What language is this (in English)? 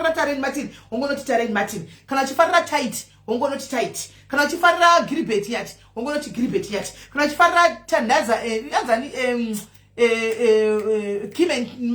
Shona